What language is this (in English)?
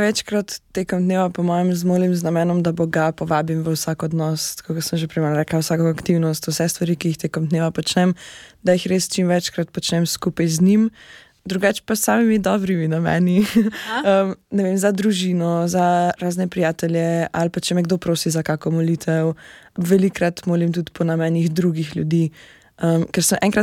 Slovenian